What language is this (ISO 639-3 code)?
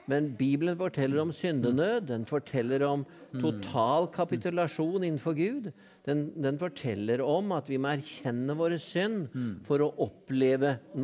nor